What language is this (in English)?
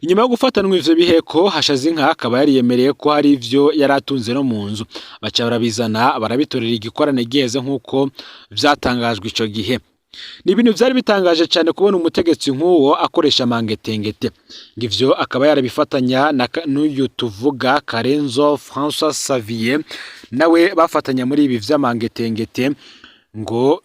Rundi